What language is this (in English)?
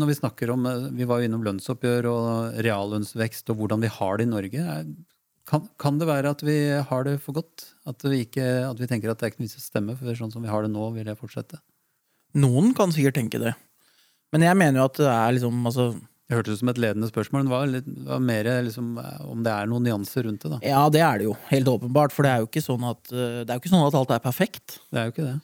Norwegian